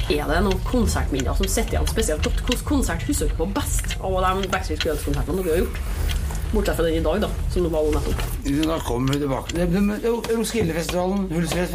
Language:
Norwegian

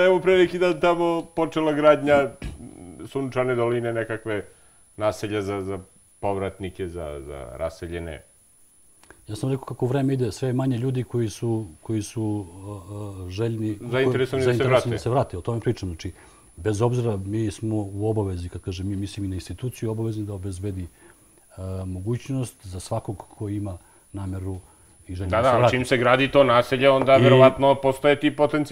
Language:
Serbian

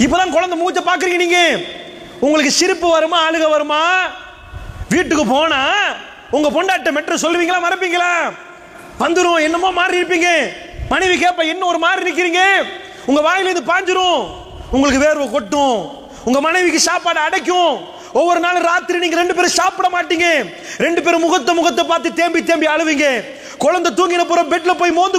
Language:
Tamil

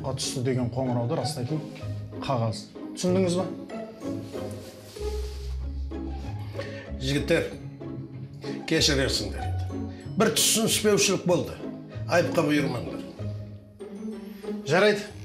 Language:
Kazakh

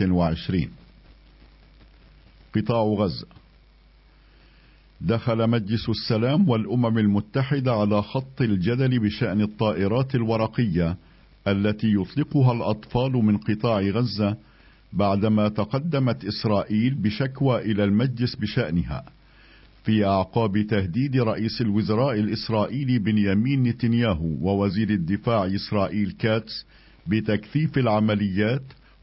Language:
Arabic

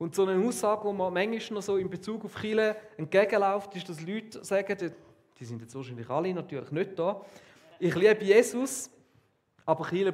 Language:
Swiss German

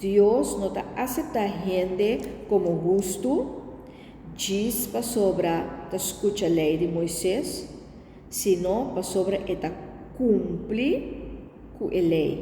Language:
Papiamento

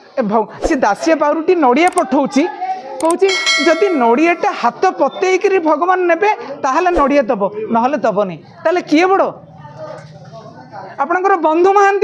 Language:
Odia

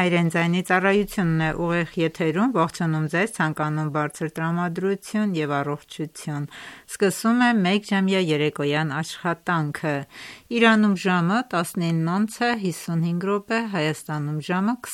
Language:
Armenian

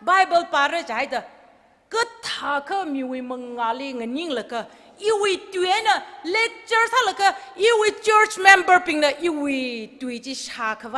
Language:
Tangkhul Naga (India)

